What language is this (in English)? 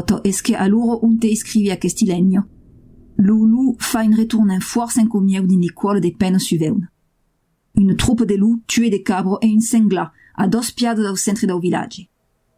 Occitan